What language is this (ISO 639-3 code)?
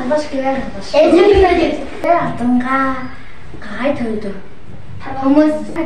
tyv